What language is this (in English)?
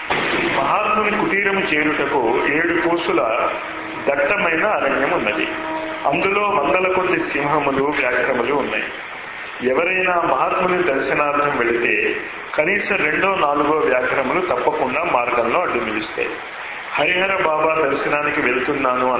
Telugu